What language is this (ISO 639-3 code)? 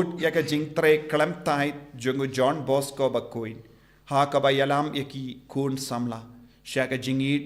kha